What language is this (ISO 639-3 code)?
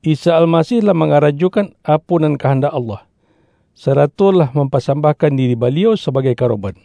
min